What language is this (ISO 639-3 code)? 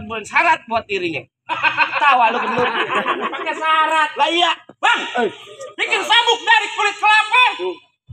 bew